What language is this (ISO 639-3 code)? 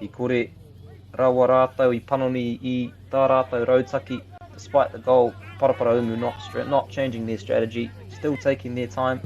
mri